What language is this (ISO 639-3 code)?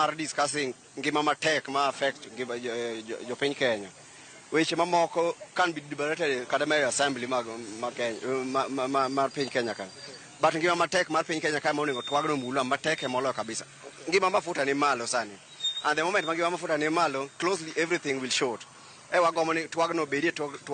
luo